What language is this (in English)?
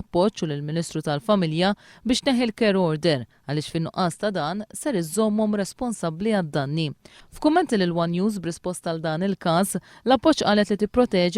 Maltese